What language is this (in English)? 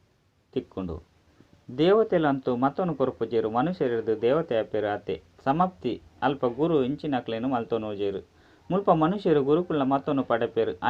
Tulu